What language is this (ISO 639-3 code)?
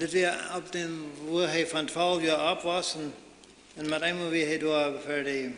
pdt